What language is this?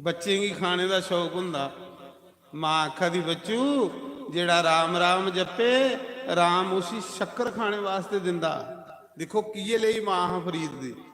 Dogri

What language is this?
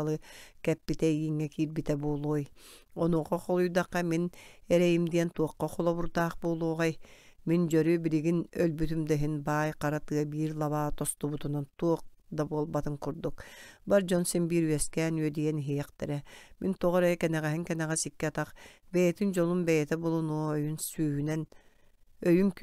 Yakut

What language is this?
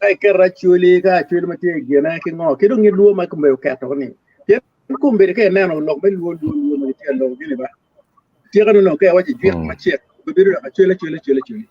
Acoli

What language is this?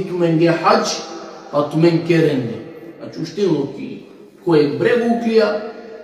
Balkan Romani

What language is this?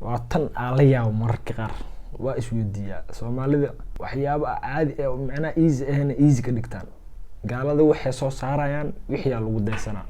Somali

